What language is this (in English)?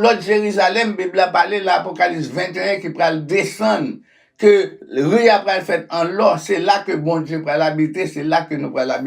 Haitian Creole